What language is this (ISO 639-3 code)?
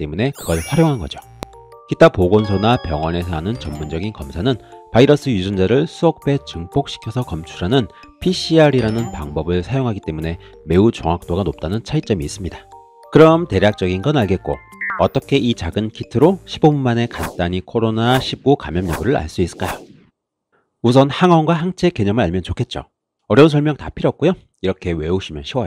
kor